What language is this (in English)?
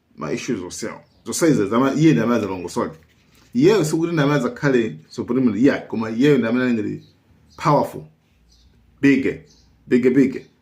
Nyanja